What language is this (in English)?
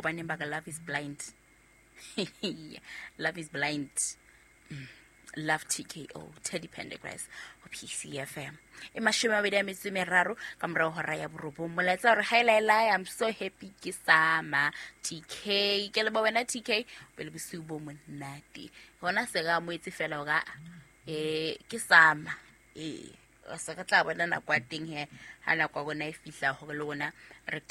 Southern Sotho